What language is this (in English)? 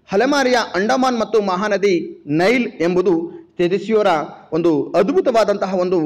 Kannada